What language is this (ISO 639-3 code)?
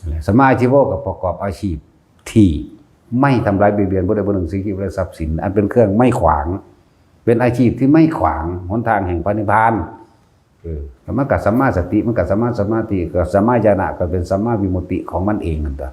tts